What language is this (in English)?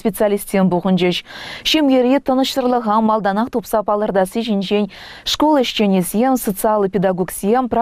Chuvash